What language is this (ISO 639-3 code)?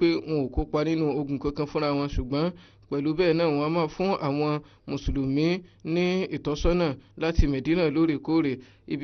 yor